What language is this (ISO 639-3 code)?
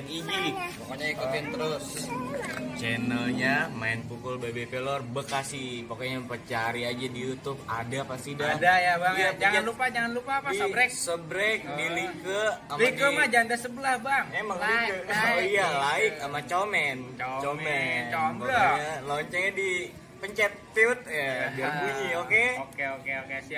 bew